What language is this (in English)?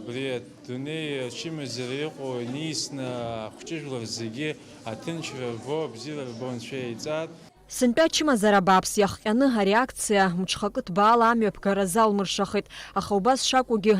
Abkhazian